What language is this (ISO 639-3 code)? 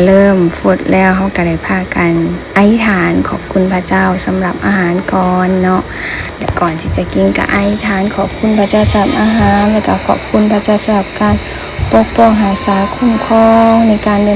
lao